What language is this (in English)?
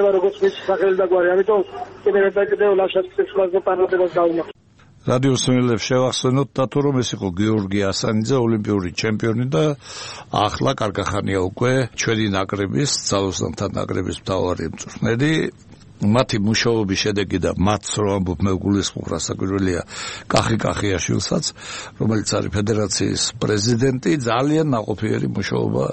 Georgian